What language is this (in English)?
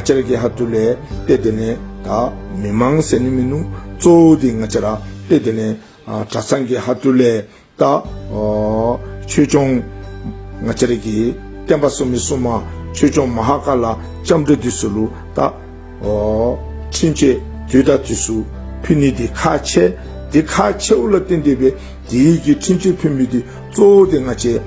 Dzongkha